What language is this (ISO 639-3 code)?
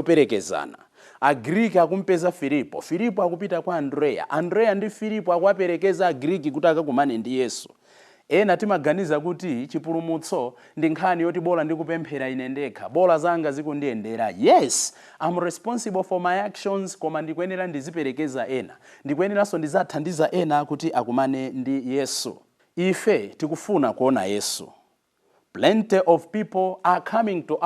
nya